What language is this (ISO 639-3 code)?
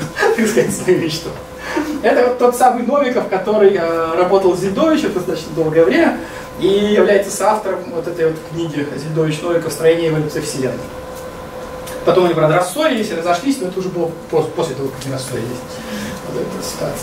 rus